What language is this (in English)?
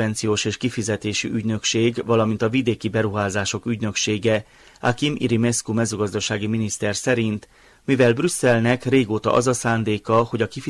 Hungarian